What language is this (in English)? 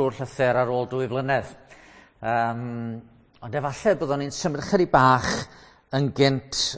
Welsh